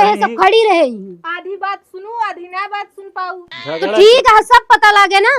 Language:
Awadhi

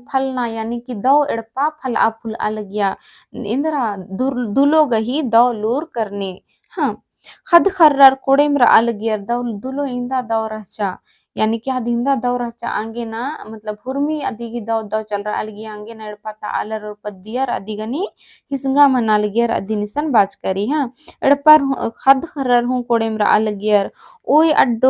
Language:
Kurukh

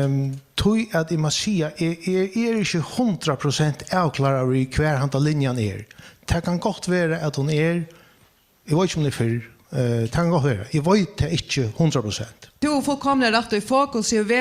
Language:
Faroese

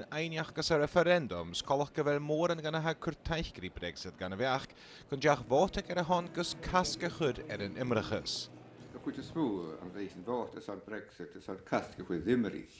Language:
Scottish Gaelic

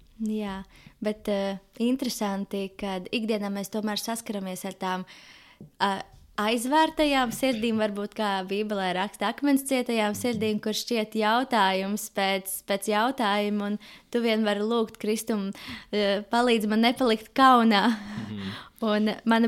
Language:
Latvian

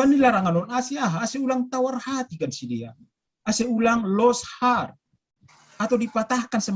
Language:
Batak Simalungun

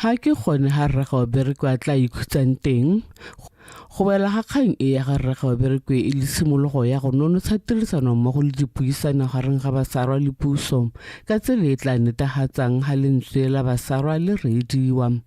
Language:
Tswana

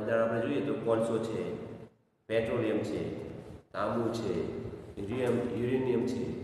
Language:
Gujarati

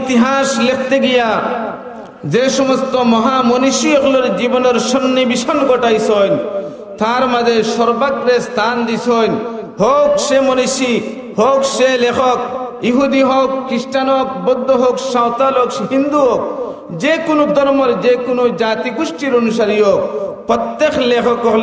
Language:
Sylheti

